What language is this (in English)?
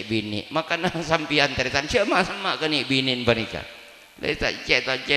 Madurese